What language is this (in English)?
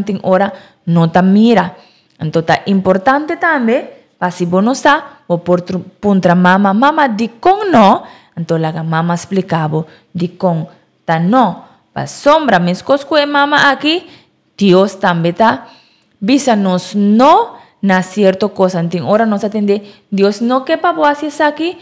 Papiamento